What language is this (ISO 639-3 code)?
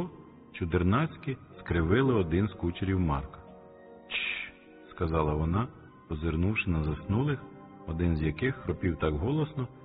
ukr